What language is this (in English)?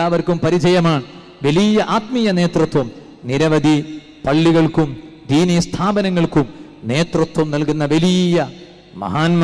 Malayalam